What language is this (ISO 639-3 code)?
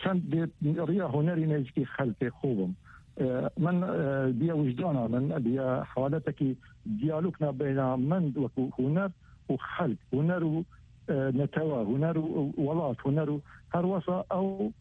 kur